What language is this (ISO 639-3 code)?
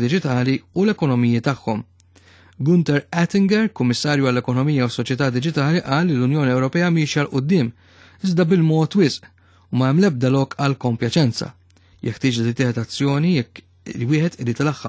mlt